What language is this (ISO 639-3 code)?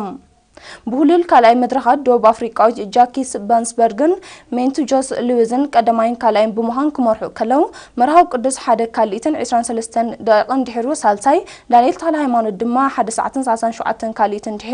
tir